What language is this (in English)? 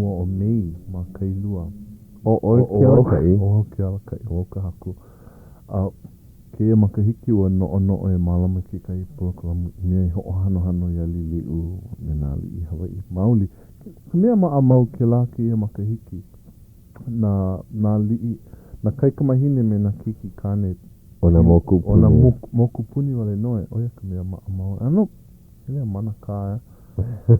Hawaiian